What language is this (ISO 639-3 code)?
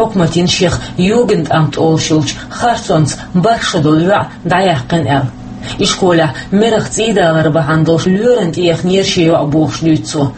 che